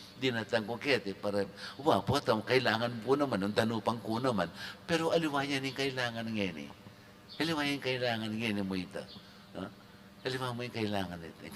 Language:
Pampanga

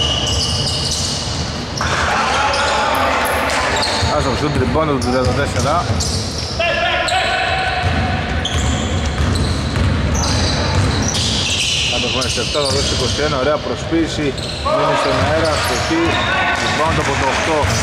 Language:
Greek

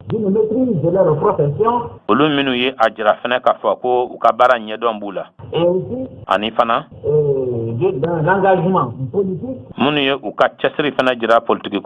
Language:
Bambara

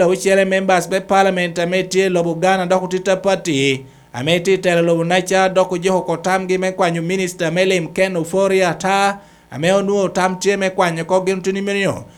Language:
Lango (Uganda)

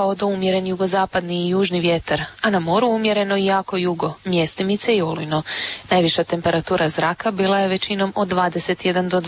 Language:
Croatian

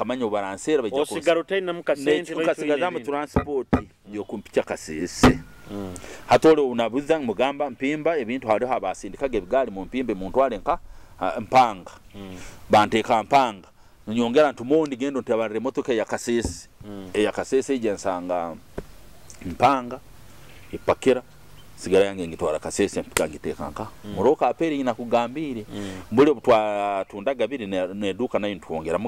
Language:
Nyoro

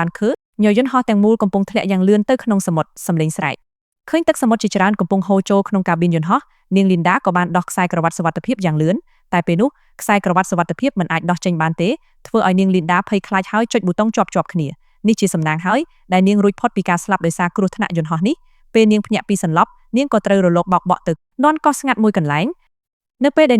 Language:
Khmer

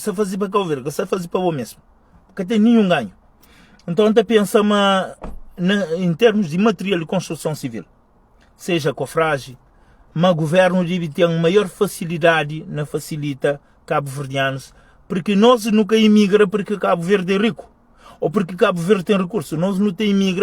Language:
Kabuverdianu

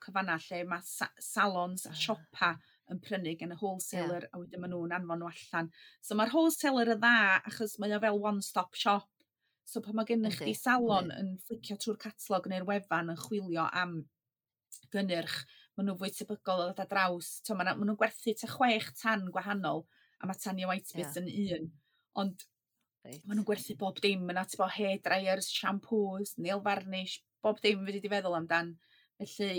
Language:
Welsh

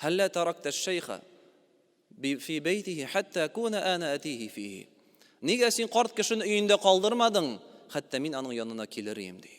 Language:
Tatar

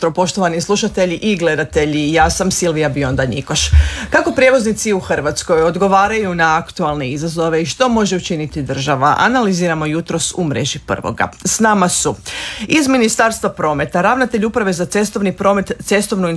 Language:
Croatian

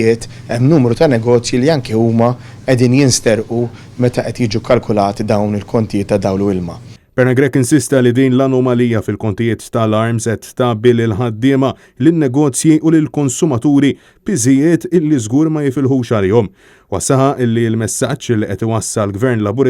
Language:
Maltese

